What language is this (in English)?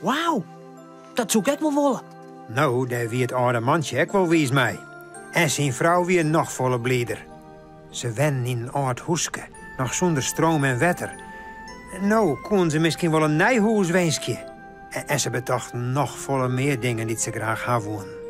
Western Frisian